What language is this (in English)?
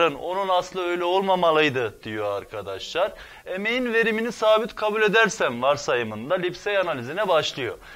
Turkish